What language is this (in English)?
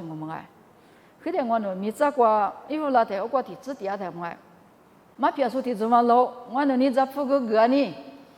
Lisu